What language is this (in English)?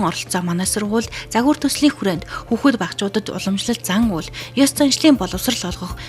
Mongolian